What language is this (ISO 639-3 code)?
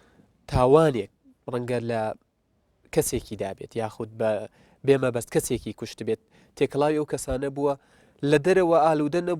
ckb